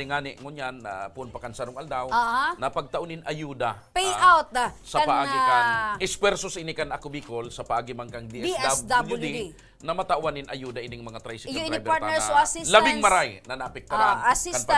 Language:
Bikol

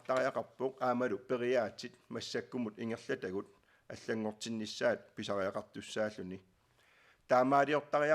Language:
Kalaallisut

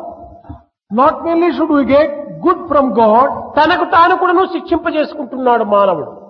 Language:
Telugu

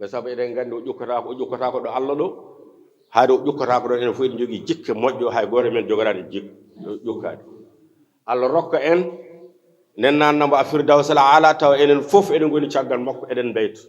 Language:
Fula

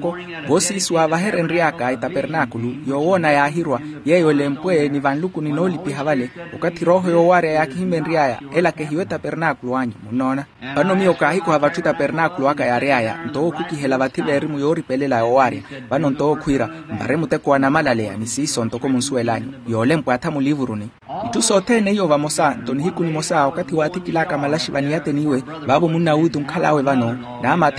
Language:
Makhuwa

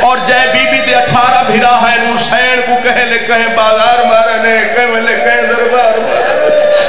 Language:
Saraiki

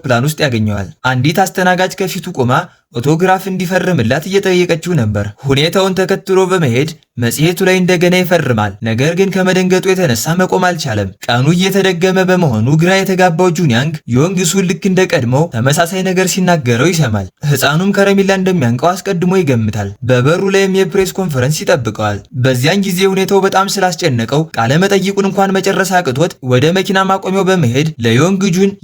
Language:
Amharic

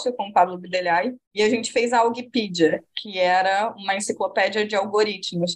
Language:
Portuguese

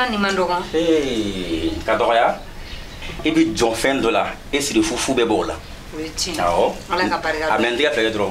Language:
Bambara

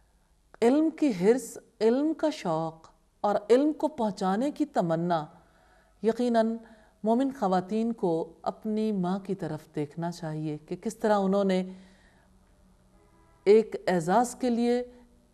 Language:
Urdu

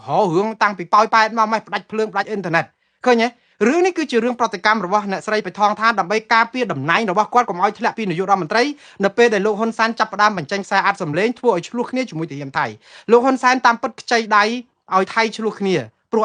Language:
Khmer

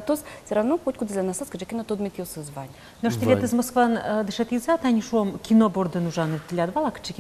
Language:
Udmurt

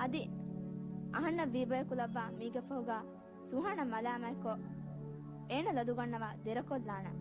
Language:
Divehi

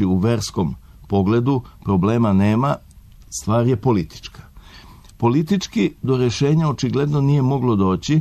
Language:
Serbian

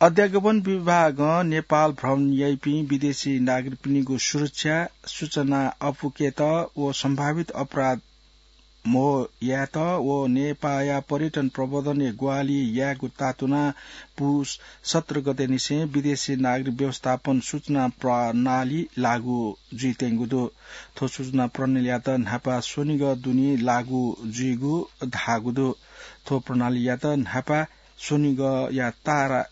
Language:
Newari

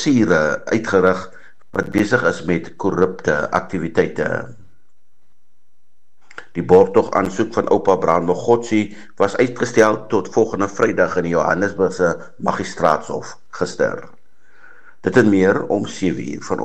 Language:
Afrikaans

